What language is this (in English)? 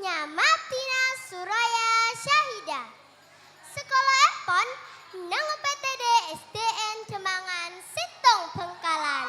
Madurese